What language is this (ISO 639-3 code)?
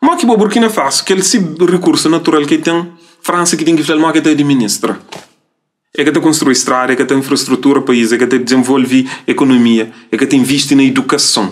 kea